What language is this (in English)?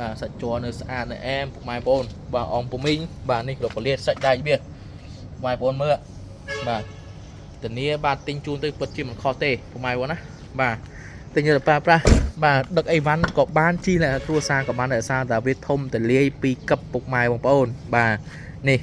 Khmer